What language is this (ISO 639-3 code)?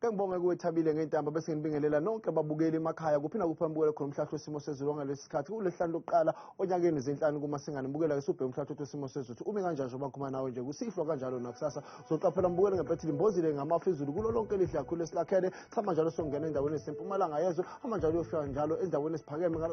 zul